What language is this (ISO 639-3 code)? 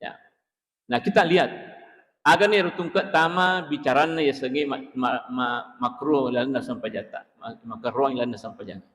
bug